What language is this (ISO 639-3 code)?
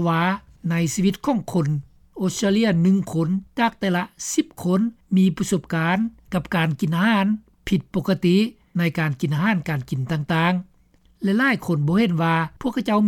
lao